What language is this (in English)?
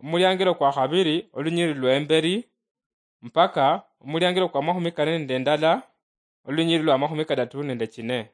Luyia